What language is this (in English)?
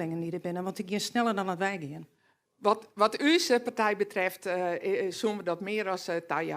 Western Frisian